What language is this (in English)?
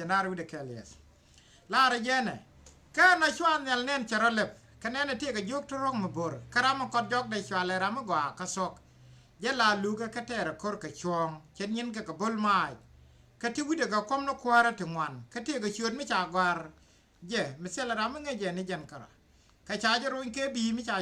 Nuer